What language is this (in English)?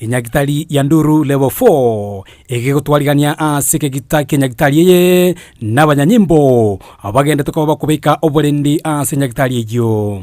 Gusii